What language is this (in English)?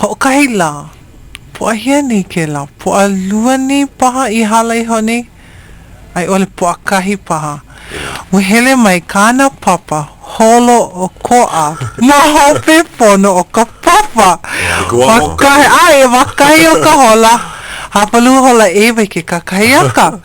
Hawaiian